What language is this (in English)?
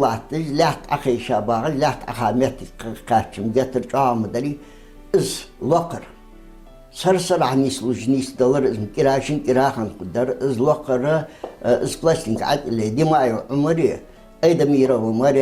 Ingush